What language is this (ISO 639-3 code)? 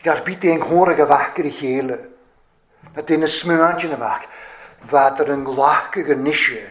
cym